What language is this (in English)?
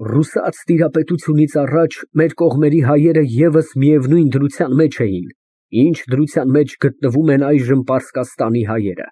Armenian